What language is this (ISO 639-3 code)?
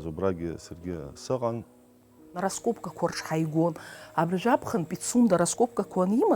abk